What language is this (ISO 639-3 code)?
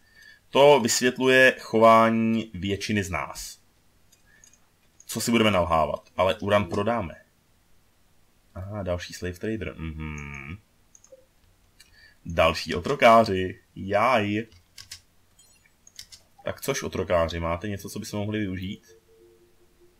ces